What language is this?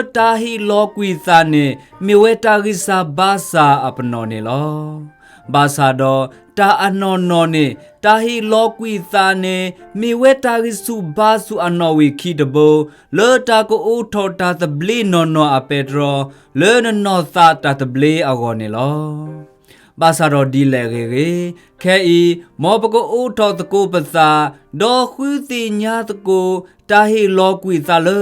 S'gaw Karen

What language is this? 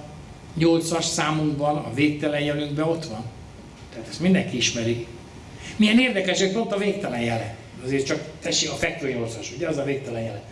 Hungarian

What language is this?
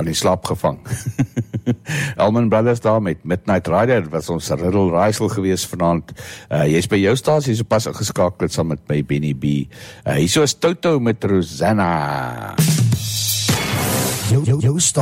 Afrikaans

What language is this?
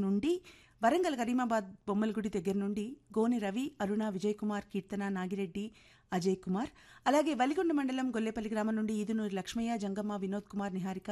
Telugu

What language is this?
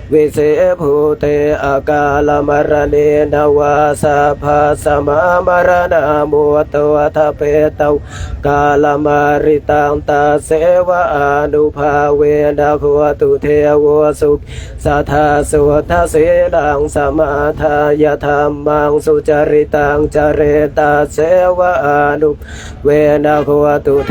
Pali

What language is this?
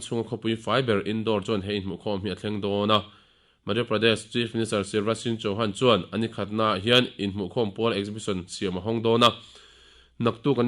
Mizo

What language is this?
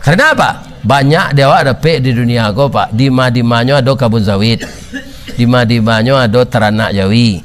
Minangkabau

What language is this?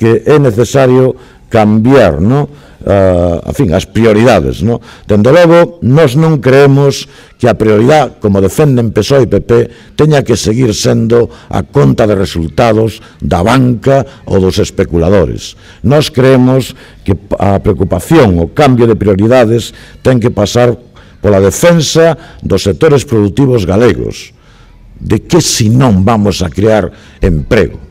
Galician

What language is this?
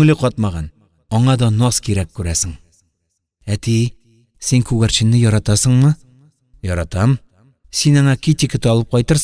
Tatar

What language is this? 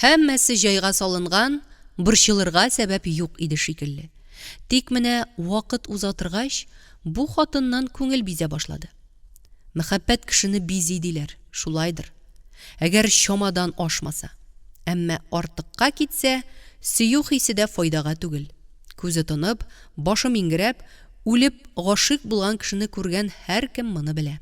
Tatar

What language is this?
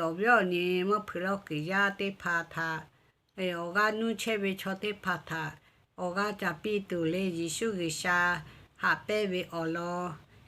Lahu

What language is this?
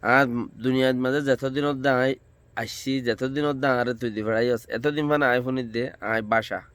Rohingya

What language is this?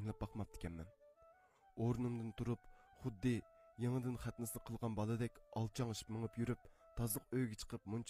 Uyghur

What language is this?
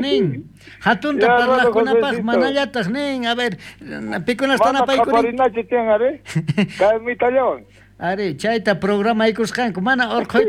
South Bolivian Quechua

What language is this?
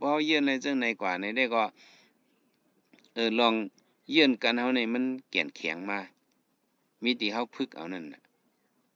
Shan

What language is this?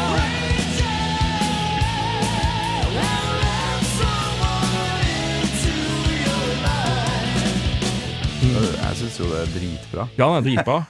Norwegian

